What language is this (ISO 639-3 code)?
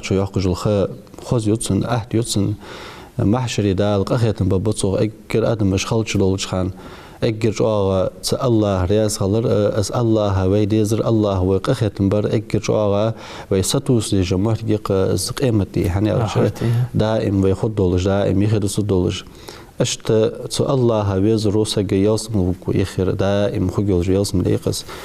inh